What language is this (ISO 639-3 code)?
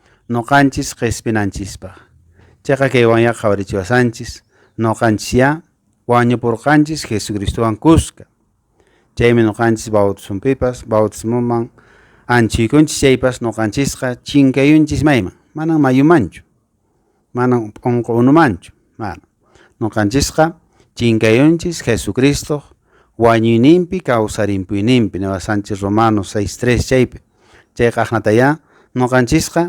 que